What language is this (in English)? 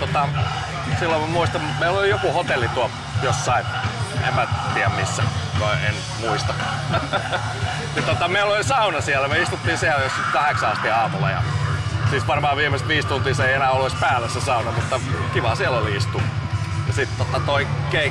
Finnish